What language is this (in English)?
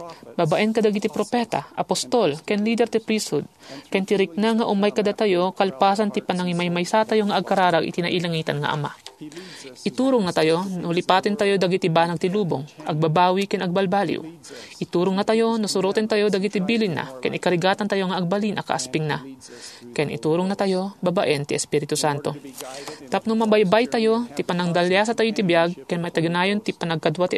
Iloko